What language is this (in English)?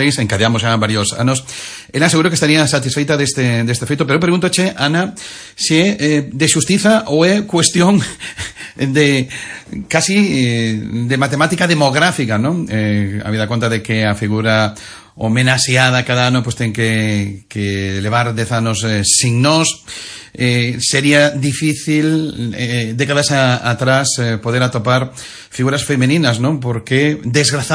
Galician